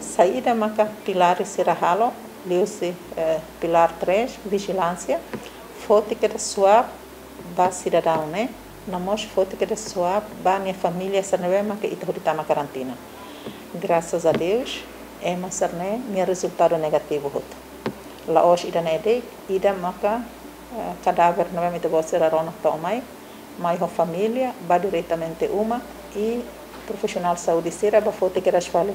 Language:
Tetum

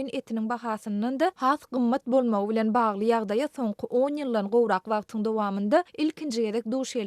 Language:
Turkmen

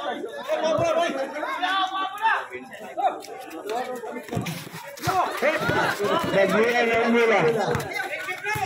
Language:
Filipino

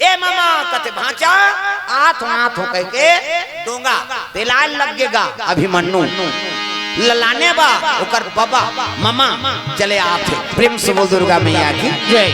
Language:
Chhattisgarhi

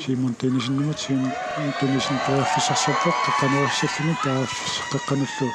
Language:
Kalaallisut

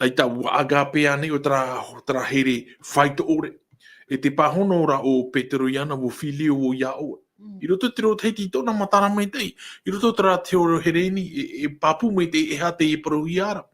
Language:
Tahitian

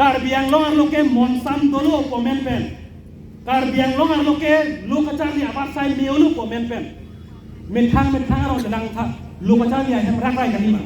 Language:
Karbi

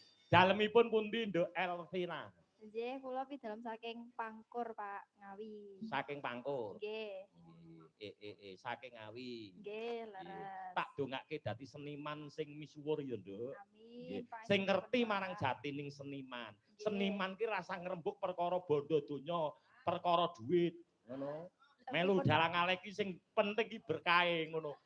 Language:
Javanese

